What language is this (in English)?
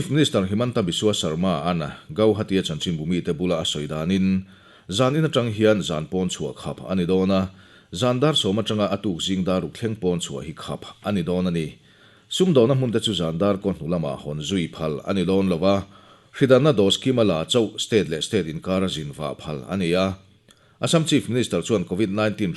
Mizo